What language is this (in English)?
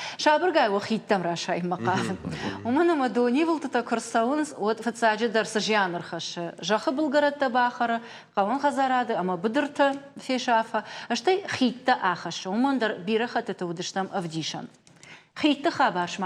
Ossetic